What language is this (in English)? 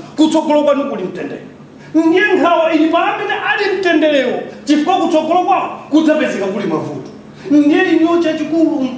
Nyanja